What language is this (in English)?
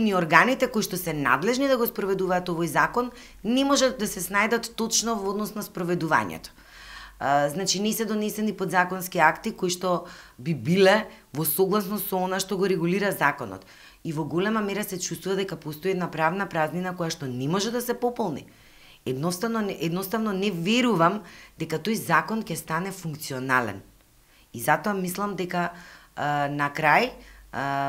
Macedonian